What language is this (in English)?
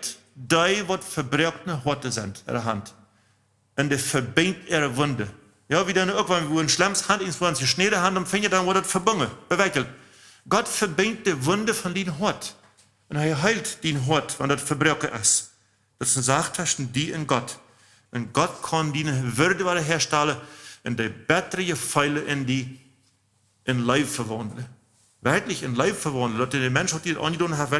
Plautdietsch